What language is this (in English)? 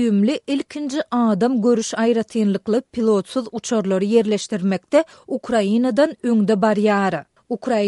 Kyrgyz